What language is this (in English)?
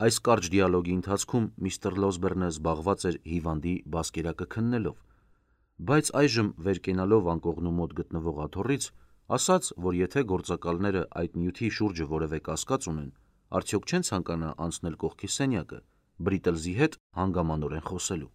Armenian